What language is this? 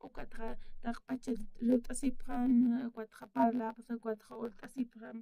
Aymara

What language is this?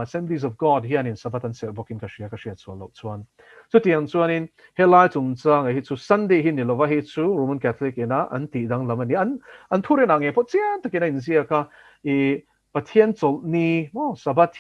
Mizo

